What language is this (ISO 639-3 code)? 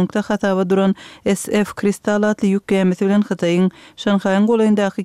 kir